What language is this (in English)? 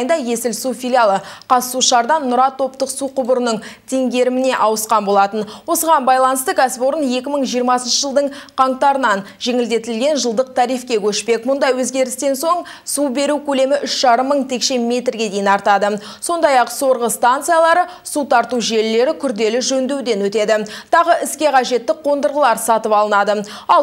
Kazakh